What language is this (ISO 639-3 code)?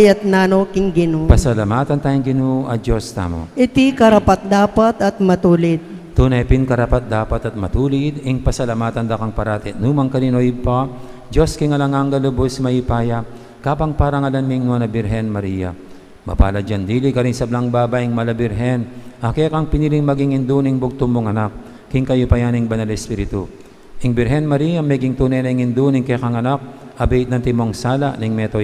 pam